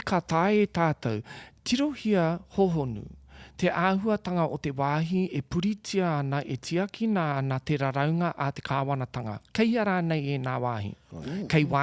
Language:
Māori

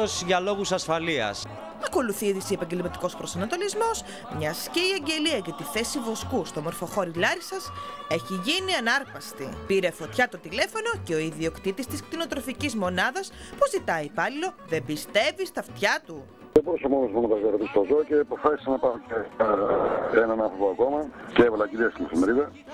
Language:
Greek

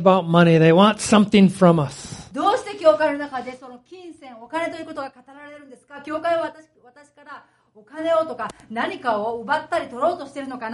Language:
Japanese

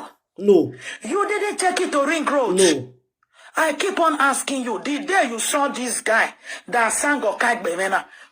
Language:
Nigerian Pidgin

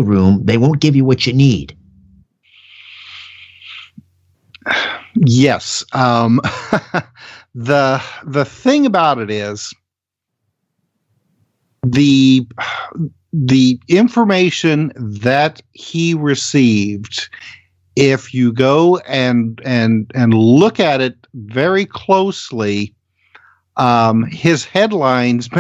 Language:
English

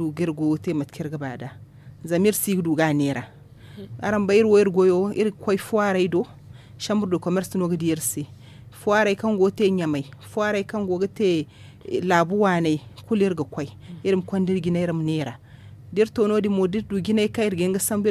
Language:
Zarma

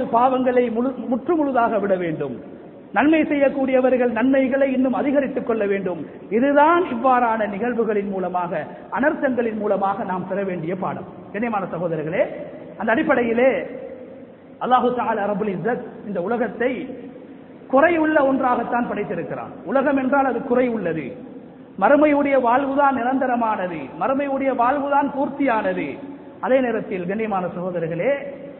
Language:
Tamil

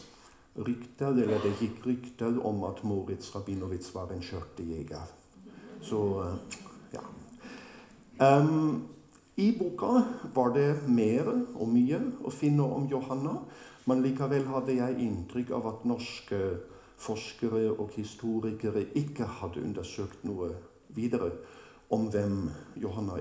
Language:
Norwegian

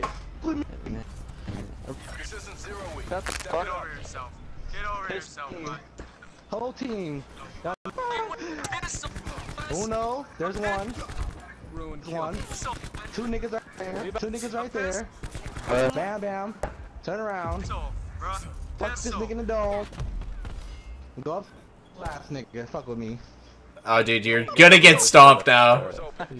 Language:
English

